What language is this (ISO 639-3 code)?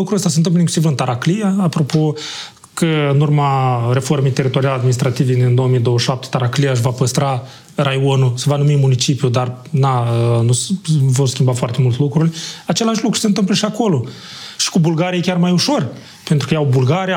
ron